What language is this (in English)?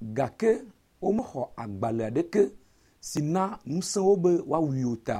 Ewe